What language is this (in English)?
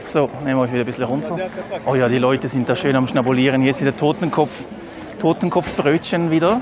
Swiss German